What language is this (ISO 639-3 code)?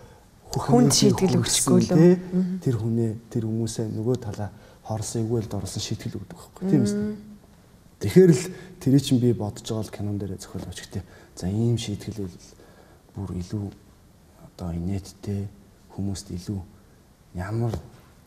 mon